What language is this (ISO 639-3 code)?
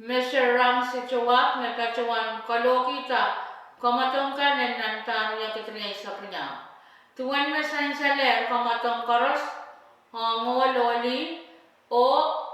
pon